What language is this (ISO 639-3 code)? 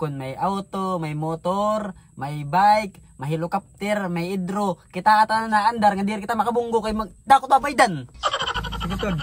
war